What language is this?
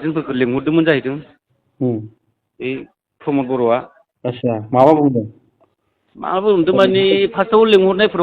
Bodo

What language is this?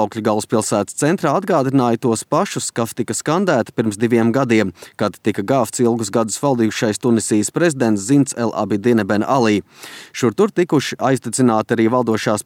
Latvian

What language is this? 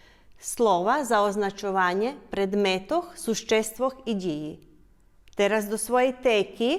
Rusyn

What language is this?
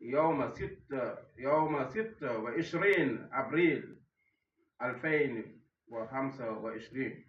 Fula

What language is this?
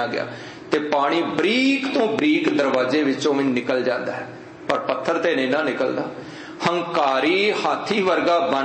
Punjabi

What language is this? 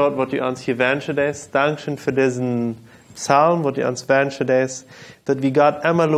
Plautdietsch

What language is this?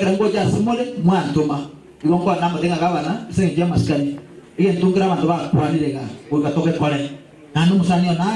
Gusii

